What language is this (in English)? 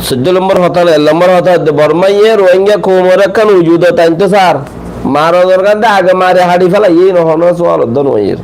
Rohingya